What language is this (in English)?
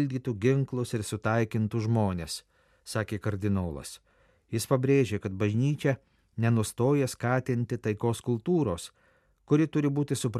Lithuanian